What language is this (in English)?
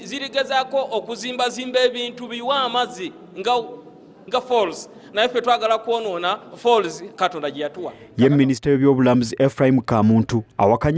Ganda